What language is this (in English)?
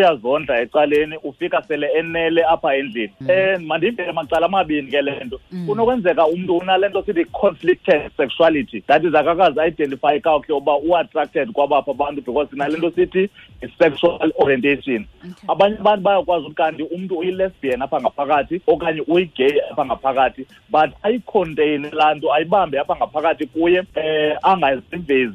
Xhosa